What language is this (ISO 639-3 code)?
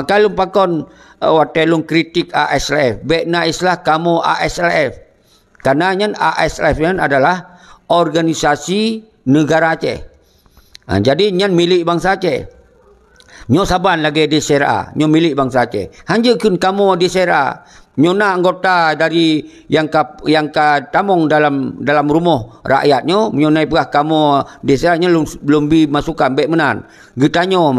ace